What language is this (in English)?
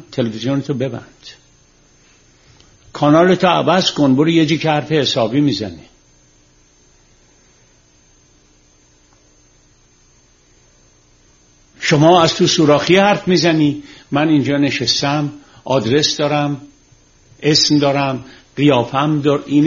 Persian